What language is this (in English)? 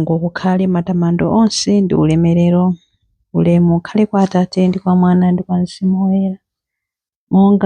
Nyanja